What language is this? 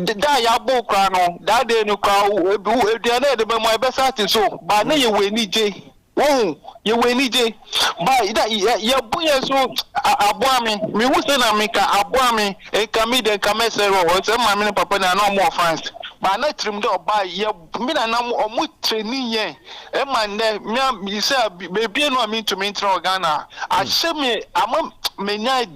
Akan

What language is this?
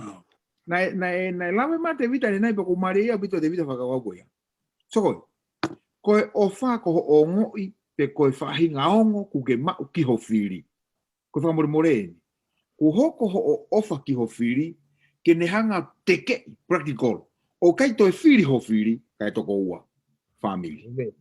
Tongan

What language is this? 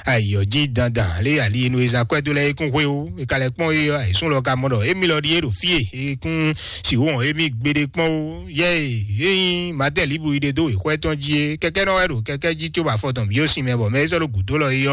Fon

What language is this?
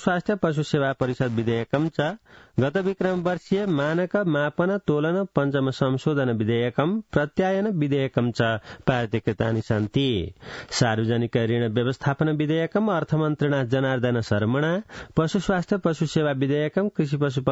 Sanskrit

